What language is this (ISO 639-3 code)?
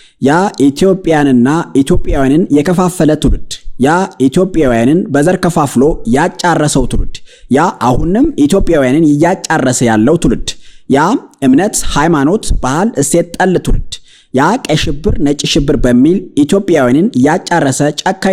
amh